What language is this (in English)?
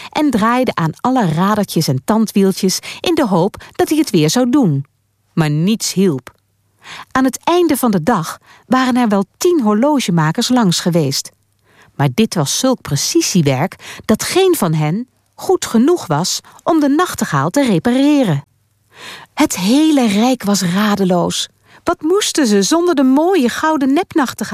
Dutch